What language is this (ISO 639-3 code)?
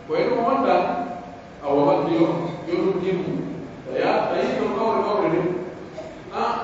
fuf